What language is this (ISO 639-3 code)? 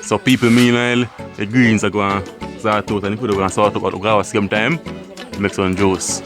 jam